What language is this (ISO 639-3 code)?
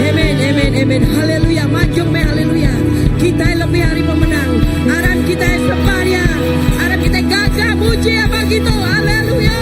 iba